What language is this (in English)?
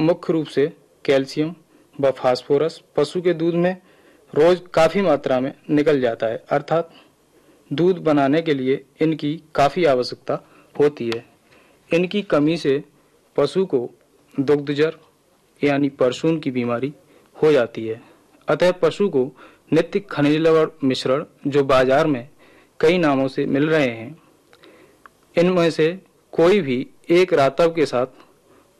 Hindi